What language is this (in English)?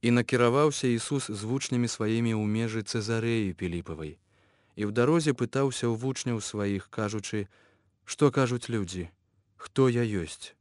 Belarusian